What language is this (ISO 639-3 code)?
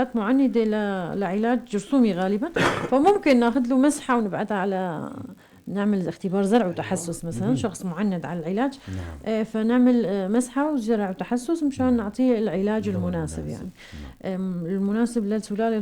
apc